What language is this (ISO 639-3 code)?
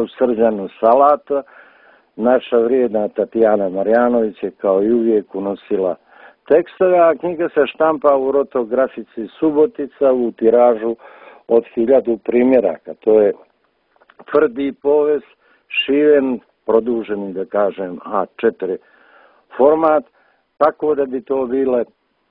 srp